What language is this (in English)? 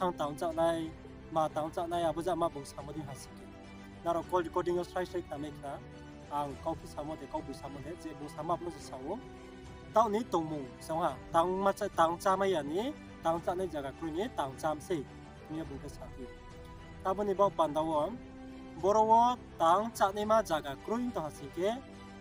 Riang (India)